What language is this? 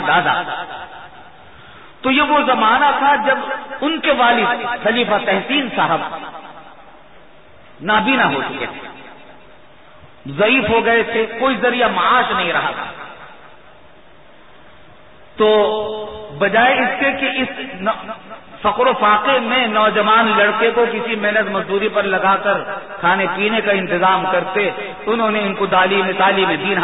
Urdu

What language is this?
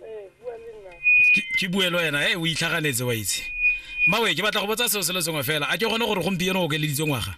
Tswana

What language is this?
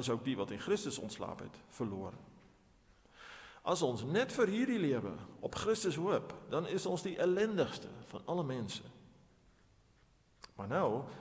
Afrikaans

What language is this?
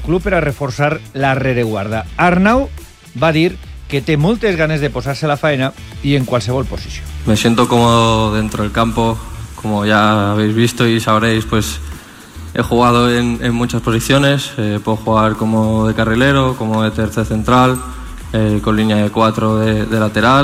Catalan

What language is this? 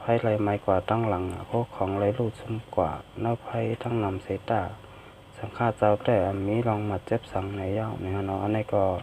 Shan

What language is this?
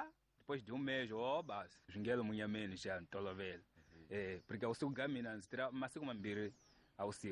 Tsonga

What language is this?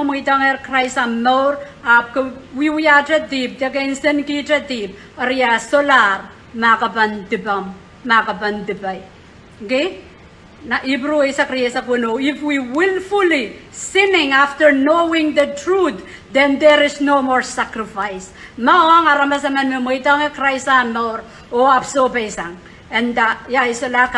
Pohnpeian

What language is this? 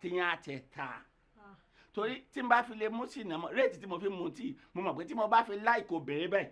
Yoruba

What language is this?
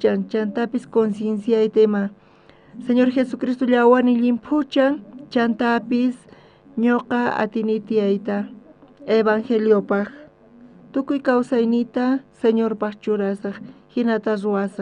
South Bolivian Quechua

